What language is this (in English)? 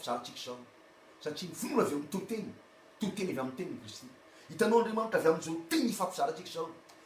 Malagasy